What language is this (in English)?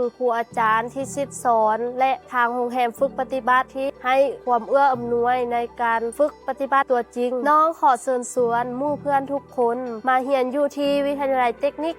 Lao